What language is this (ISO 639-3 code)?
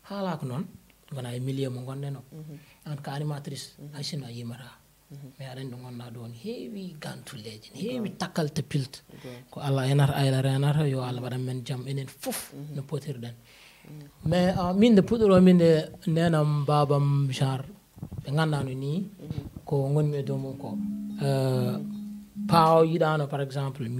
ful